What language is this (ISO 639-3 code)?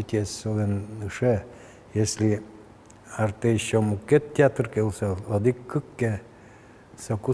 udm